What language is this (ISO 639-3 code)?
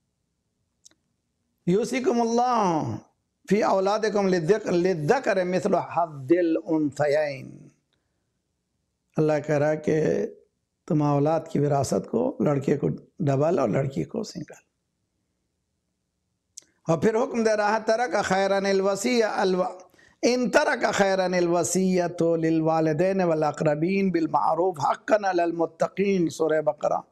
urd